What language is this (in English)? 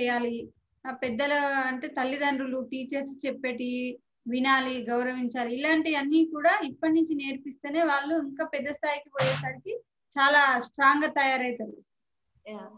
Telugu